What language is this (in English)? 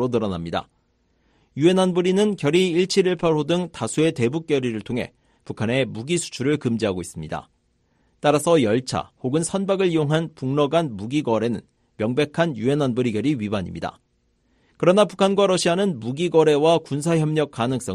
Korean